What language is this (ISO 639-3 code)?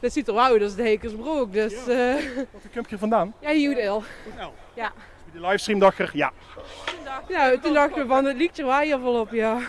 lim